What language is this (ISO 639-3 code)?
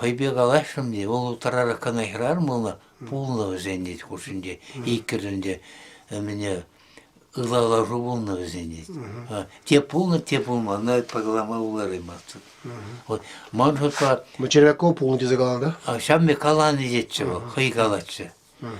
chv